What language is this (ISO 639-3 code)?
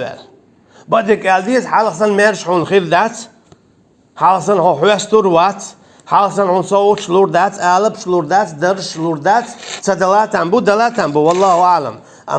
che